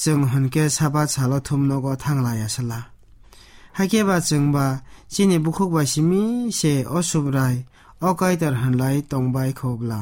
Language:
Kok Borok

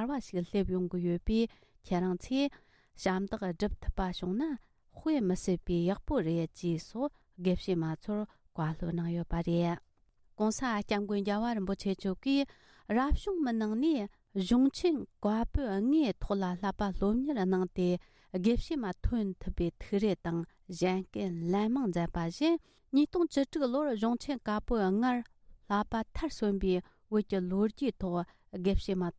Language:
Tibetan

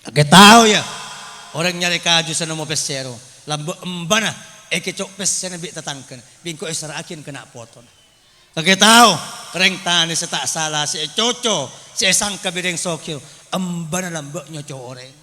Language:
Madurese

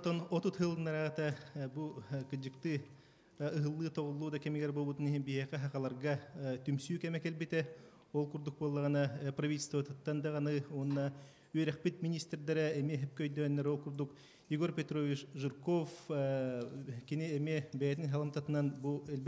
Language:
Yakut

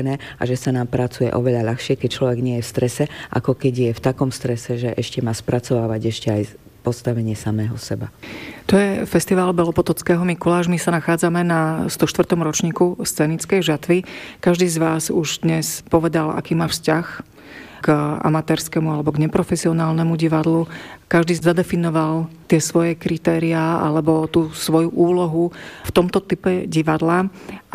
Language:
Slovak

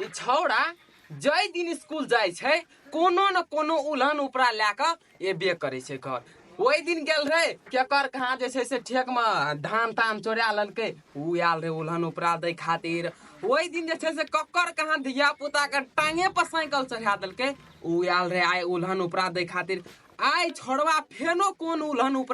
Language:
Maithili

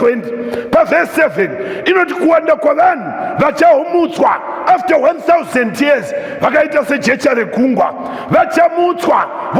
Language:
Shona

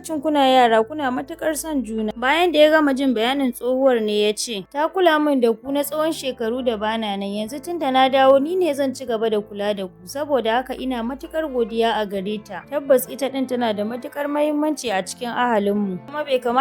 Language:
Hausa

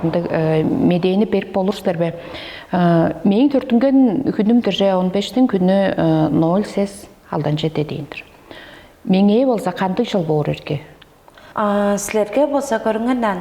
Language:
Tuvinian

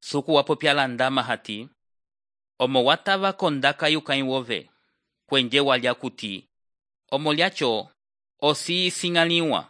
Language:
Umbundu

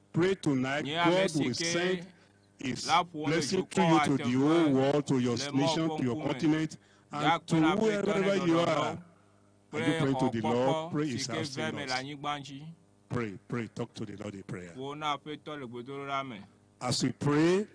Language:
Ewe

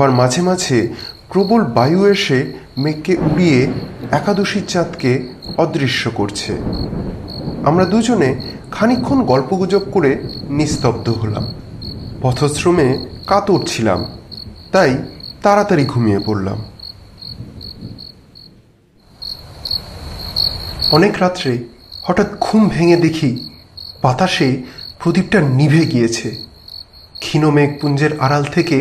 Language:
Bangla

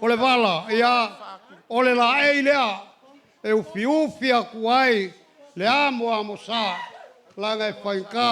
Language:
Samoan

